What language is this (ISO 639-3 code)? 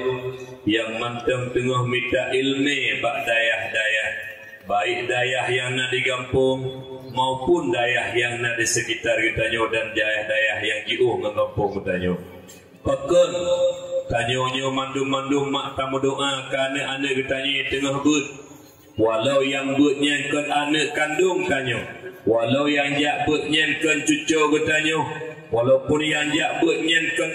ace